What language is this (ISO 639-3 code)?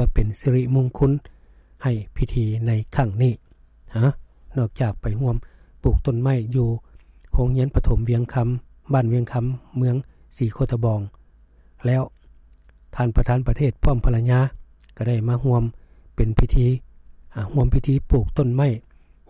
lao